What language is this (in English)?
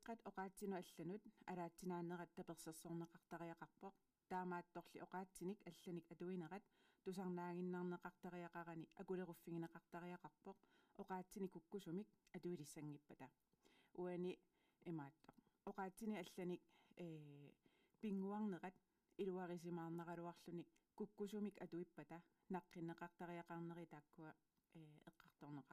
Kalaallisut